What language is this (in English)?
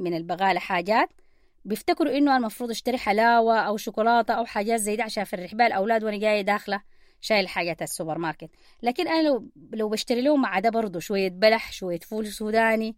Sudanese Arabic